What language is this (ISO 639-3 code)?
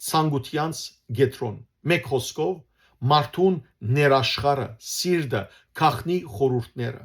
hyw